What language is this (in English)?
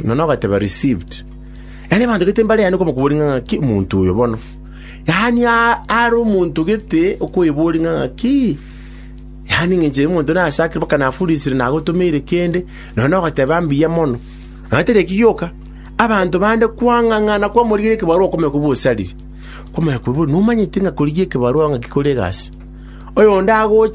Gusii